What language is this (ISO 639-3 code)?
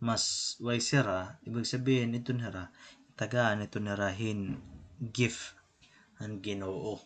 war